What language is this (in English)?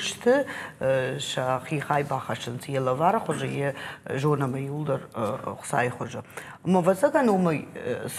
Ossetic